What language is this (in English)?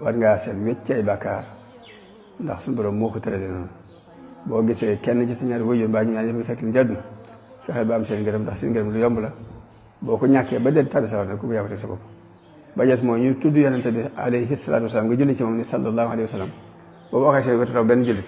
Wolof